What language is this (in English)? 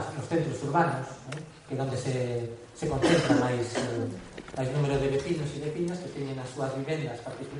Galician